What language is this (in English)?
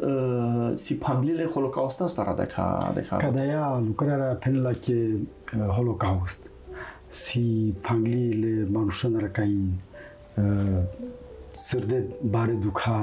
Romanian